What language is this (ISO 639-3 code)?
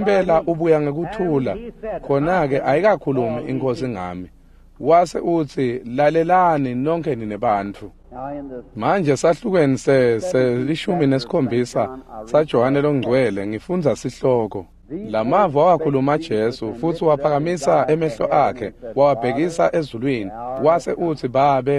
ssw